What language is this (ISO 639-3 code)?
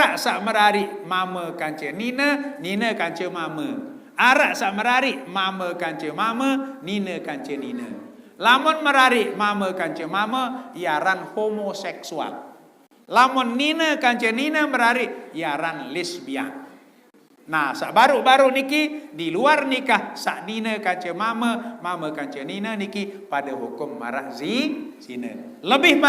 sas